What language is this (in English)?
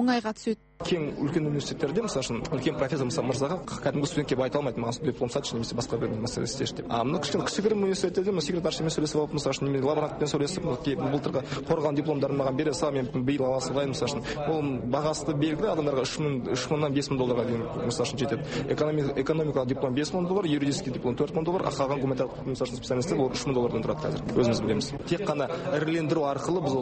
Kazakh